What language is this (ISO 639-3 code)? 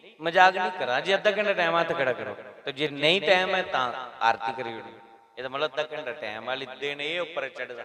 doi